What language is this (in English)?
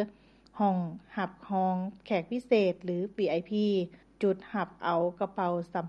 Lao